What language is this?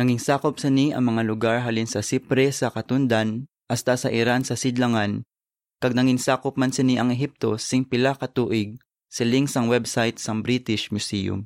Hiligaynon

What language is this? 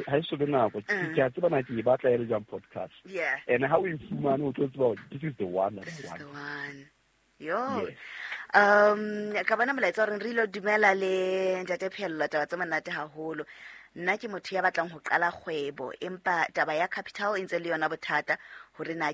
Southern Sotho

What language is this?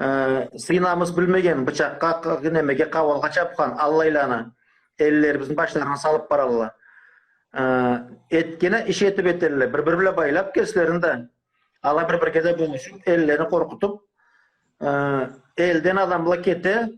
Karachay-Balkar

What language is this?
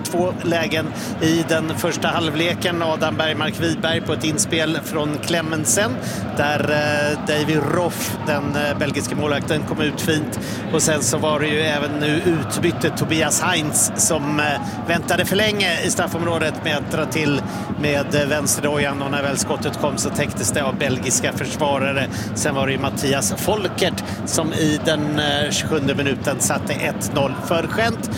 Swedish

